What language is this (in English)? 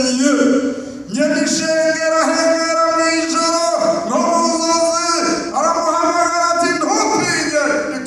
Rundi